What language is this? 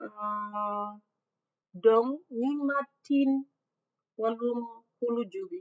Acoli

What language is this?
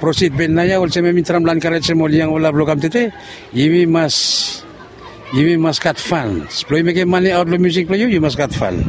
Bislama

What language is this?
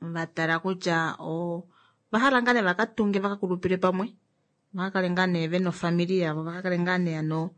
Kuanyama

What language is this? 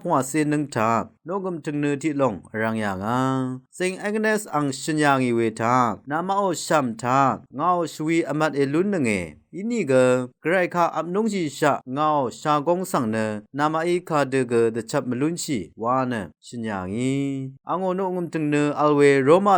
Rawang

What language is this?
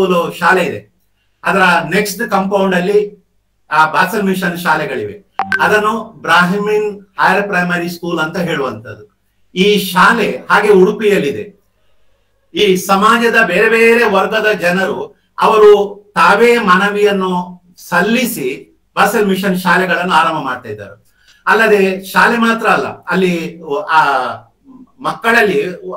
Kannada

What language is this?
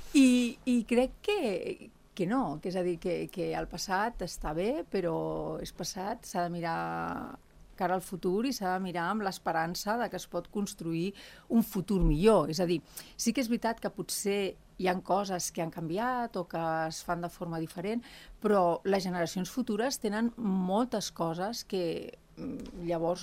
Catalan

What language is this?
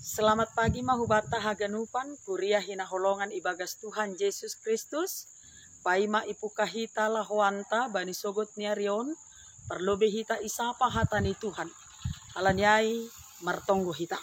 Batak Simalungun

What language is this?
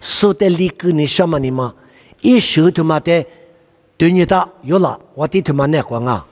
Lisu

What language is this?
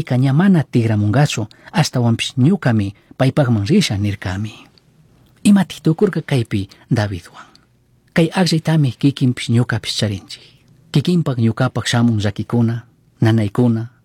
Chimborazo Highland Quichua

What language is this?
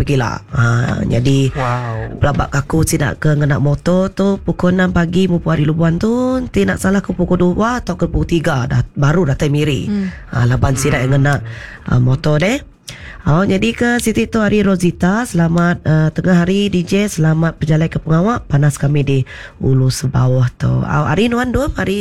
Iban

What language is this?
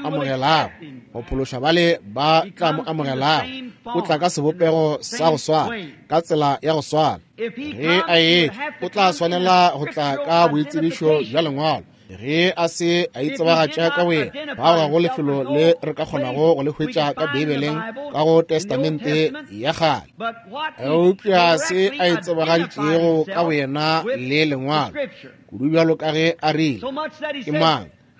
Northern Sotho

